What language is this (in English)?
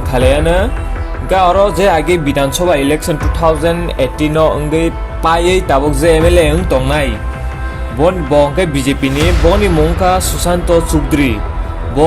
Kok Borok